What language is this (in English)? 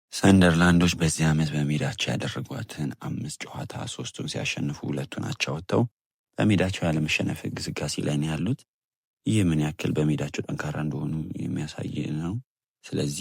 Amharic